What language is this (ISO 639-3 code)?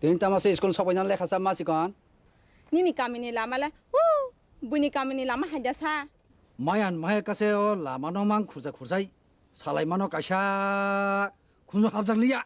trp